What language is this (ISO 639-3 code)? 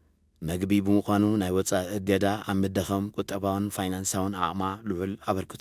tir